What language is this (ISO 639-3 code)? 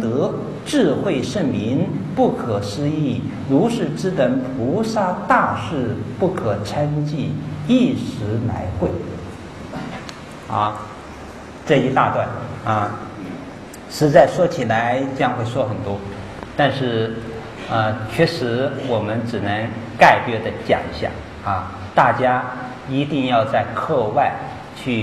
zho